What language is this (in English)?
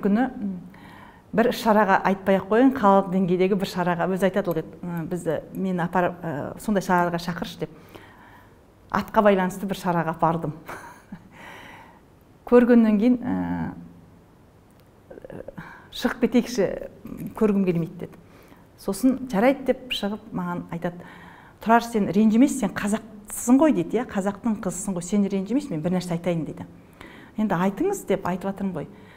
Kazakh